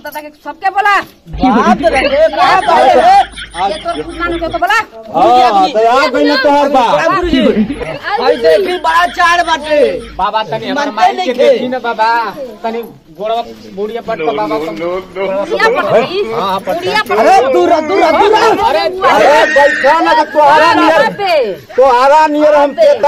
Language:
Bhojpuri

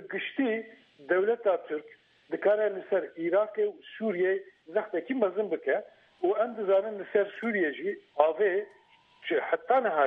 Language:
Kurdish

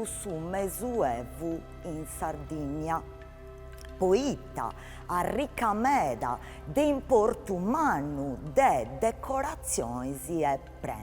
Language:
Sardinian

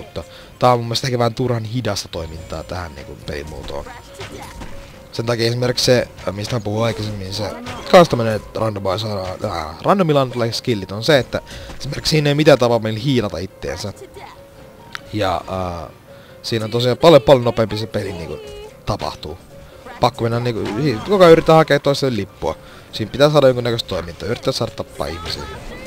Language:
Finnish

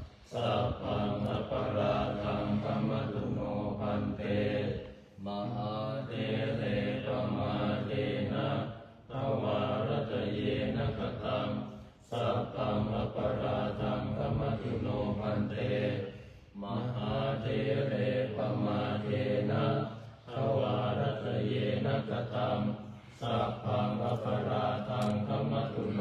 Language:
Pali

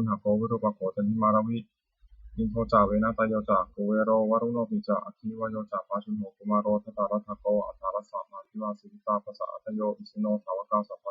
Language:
Pali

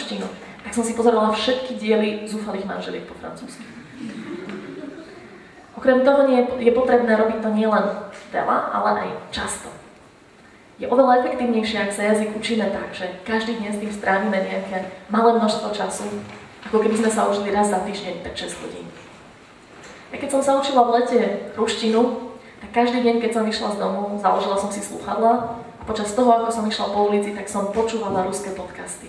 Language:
Slovak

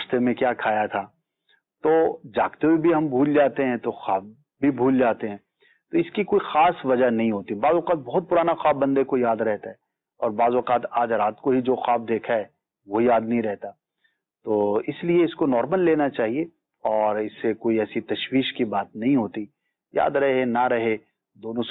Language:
Urdu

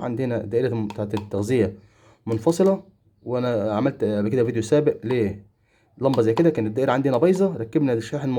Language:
Egyptian Arabic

